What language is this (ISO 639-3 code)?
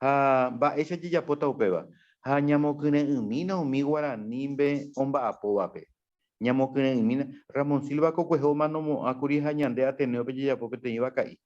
grn